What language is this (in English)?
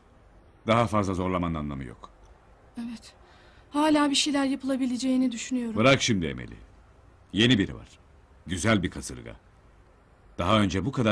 Turkish